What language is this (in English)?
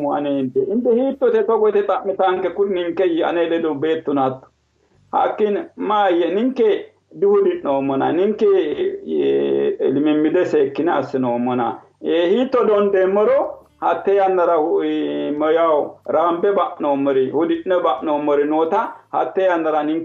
Sidamo